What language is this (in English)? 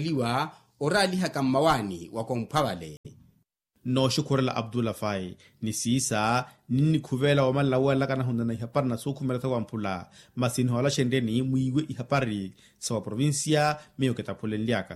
Makhuwa